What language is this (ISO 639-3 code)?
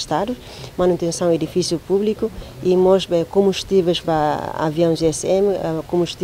tet